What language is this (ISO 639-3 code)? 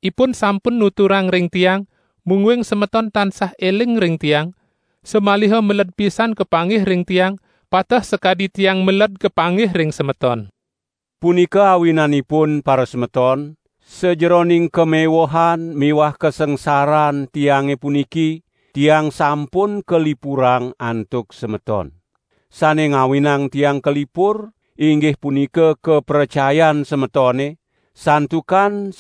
ban